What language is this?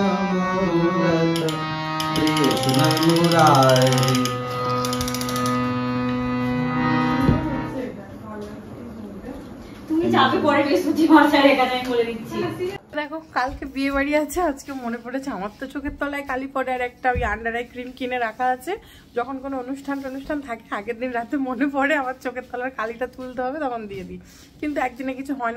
Bangla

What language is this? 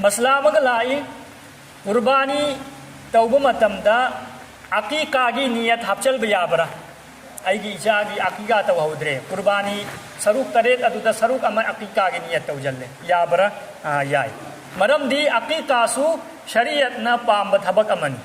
Manipuri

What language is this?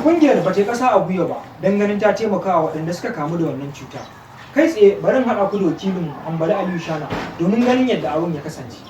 Hausa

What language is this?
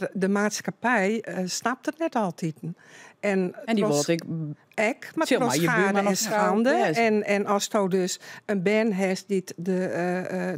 Western Frisian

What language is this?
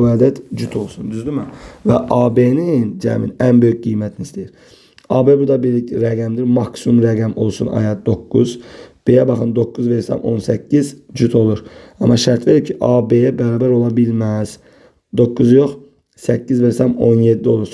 Azerbaijani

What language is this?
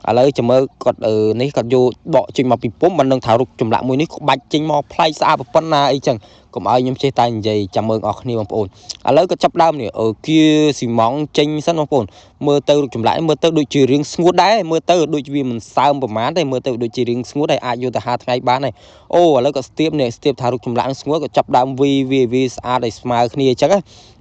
Khmer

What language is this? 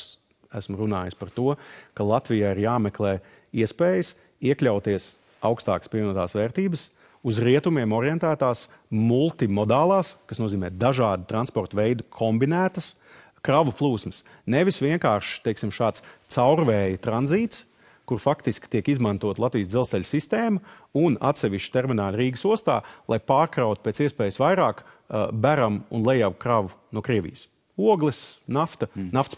Latvian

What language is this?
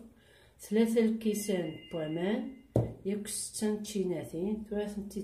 Kabyle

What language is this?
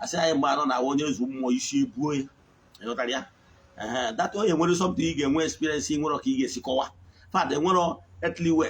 Igbo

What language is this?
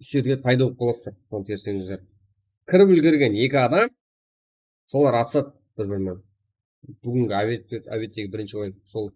Kara-Kalpak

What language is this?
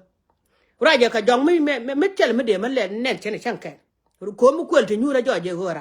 Nuer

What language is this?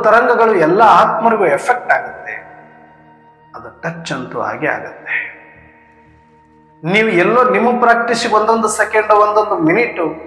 Kannada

